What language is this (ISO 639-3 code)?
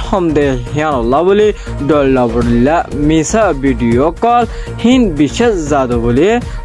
rhg